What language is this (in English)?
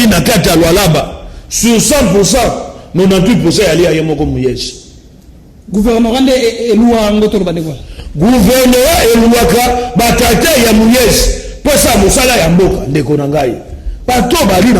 Lingala